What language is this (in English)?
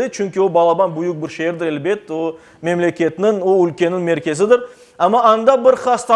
Crimean Tatar